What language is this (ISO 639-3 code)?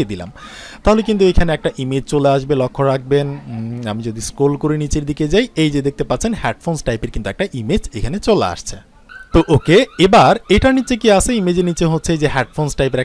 ben